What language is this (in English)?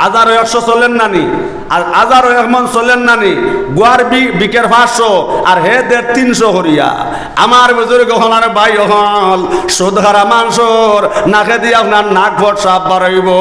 Sylheti